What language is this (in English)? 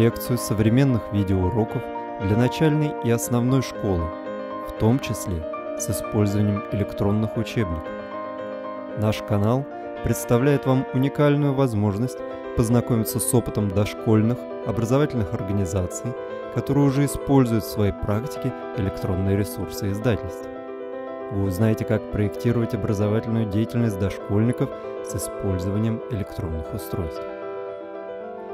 Russian